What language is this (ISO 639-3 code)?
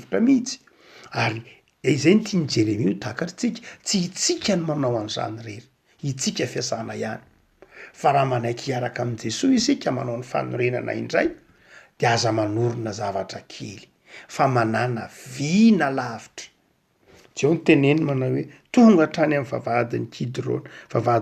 mlg